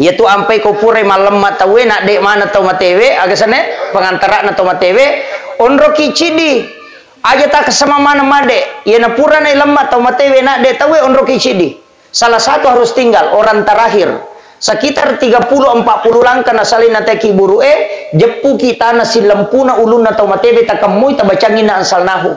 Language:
Buginese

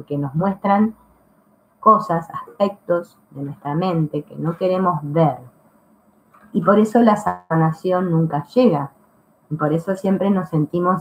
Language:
Spanish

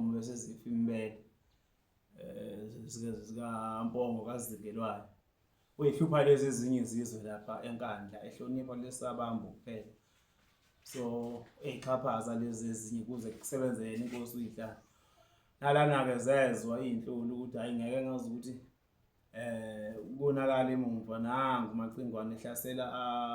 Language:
Zulu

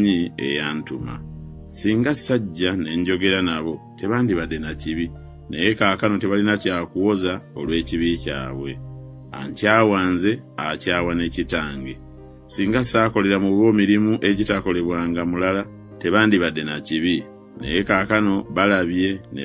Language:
Ganda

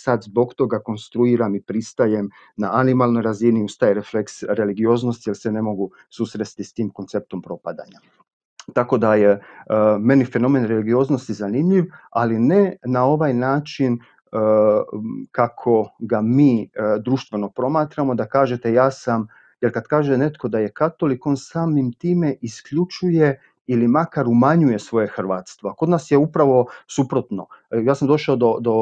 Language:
Croatian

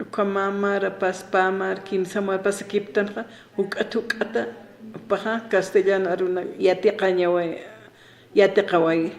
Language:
Aymara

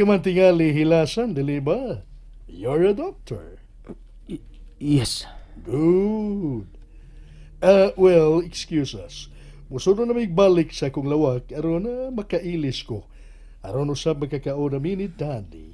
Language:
Cebuano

